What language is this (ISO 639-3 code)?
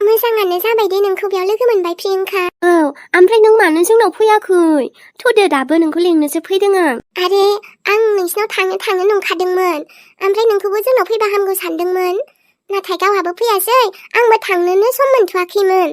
brx